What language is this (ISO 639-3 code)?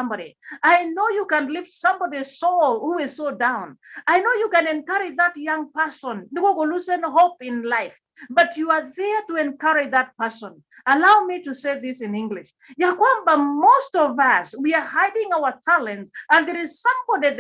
kln